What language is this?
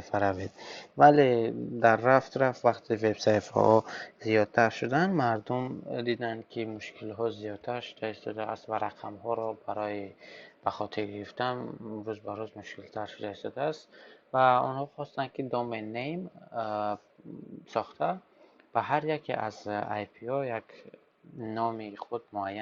Tajik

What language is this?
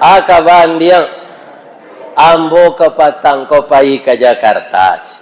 Minangkabau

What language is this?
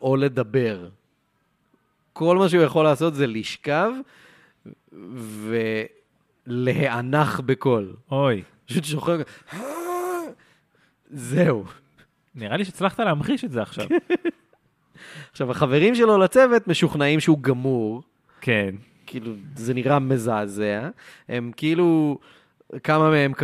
Hebrew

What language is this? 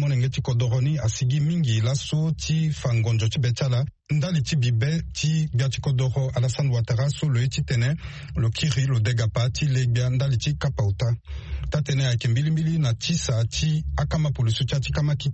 Sango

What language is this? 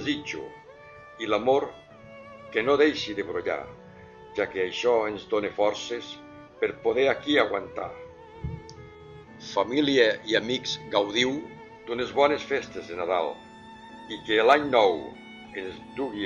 Catalan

